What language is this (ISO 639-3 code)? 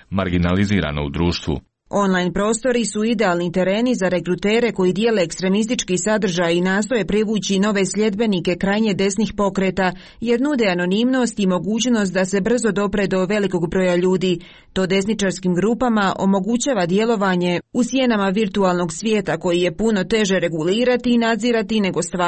hrv